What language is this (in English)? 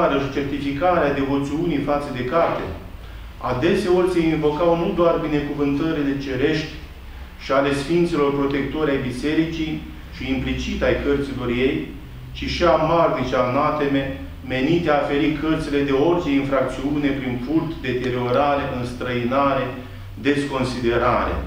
Romanian